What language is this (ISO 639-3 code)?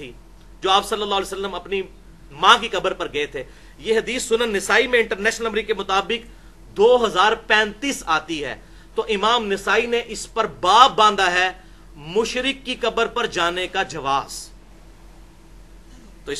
urd